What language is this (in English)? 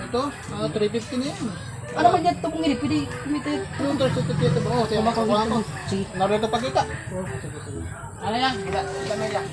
Waray